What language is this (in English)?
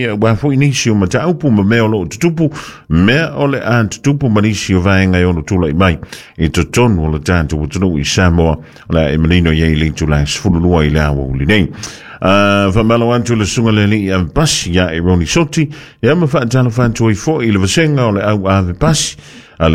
Samoan